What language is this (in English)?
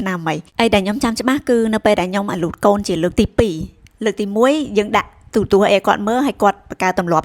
Khmer